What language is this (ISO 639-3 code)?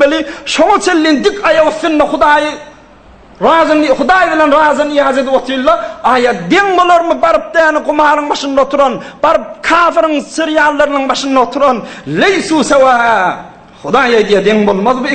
tuk